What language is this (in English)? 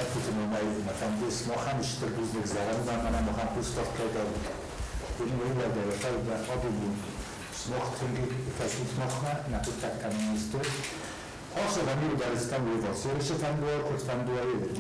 Ossetic